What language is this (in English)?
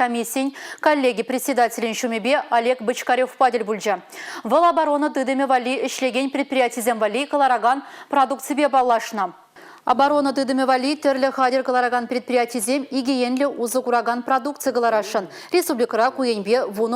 Chuvash